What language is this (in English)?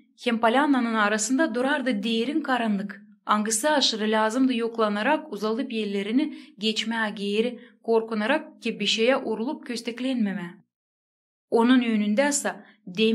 Gagauz